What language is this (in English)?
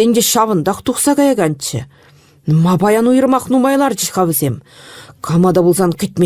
Chuvash